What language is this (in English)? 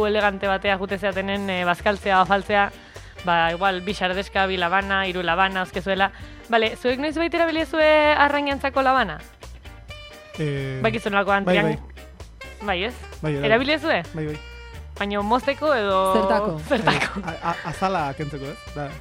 Basque